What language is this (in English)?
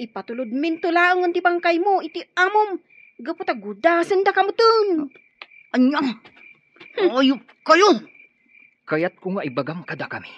Iloko